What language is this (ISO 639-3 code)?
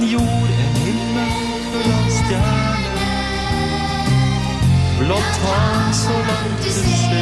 nor